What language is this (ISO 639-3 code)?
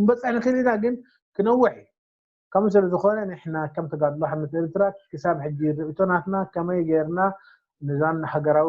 tir